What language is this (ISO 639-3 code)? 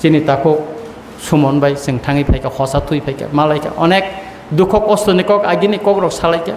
trp